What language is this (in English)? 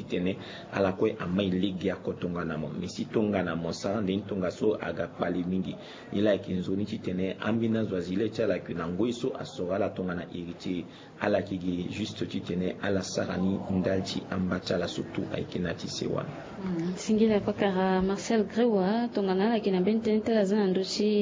Sango